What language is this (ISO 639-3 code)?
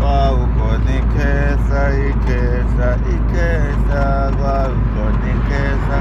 zul